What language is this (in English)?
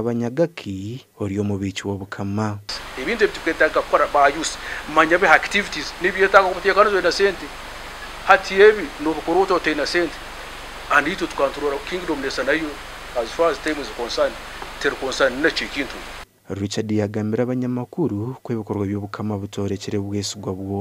Nyankole